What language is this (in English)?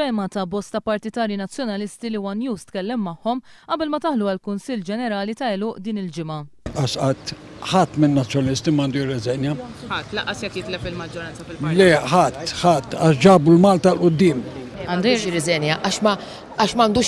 Maltese